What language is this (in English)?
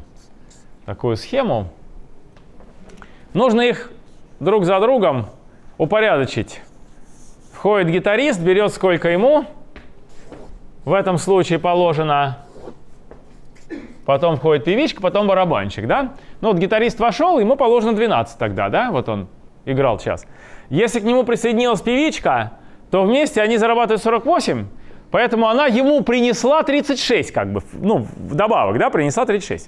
Russian